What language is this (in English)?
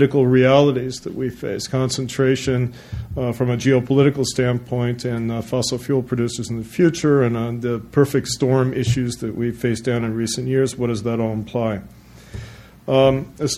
English